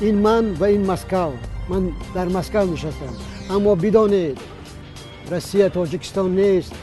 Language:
Tajik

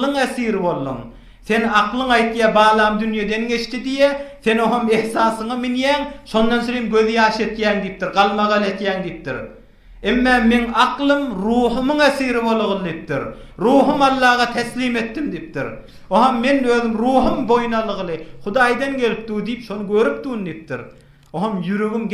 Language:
Turkmen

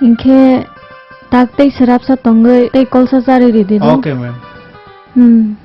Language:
Kok Borok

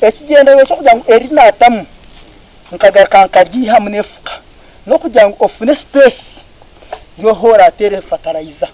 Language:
Nyankole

